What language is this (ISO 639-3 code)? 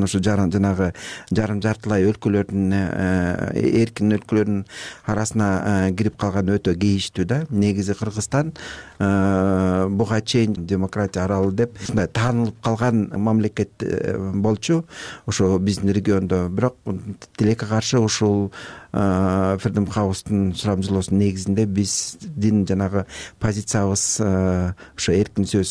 kir